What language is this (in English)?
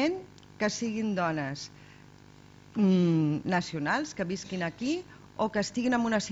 Catalan